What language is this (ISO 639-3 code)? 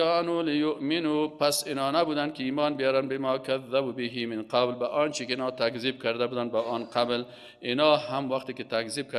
fas